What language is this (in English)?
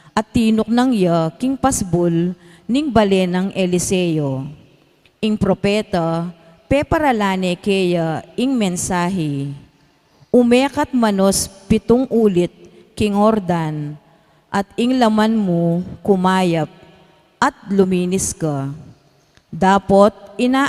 Pampanga